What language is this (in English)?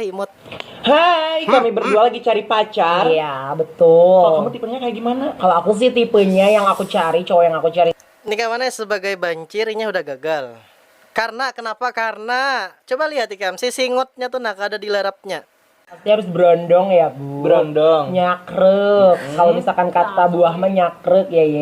Banjar